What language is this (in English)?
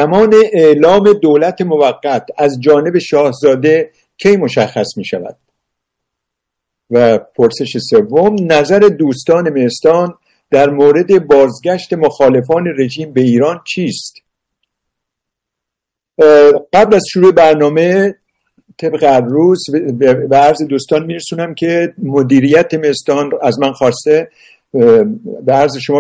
Persian